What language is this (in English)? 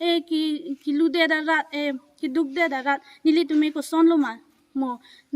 Karbi